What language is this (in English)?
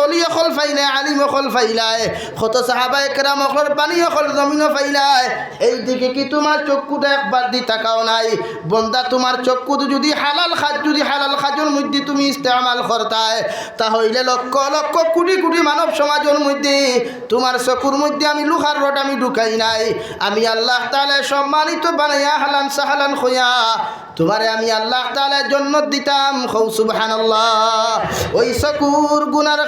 Sylheti